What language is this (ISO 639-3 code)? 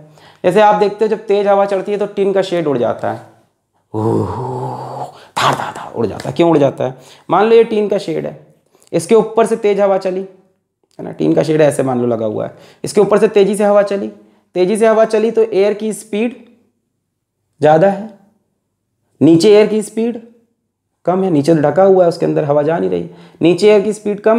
hin